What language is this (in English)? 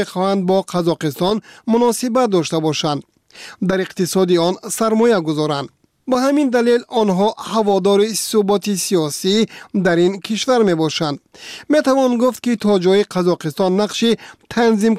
Persian